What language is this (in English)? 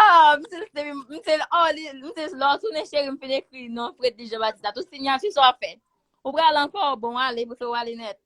Haitian Creole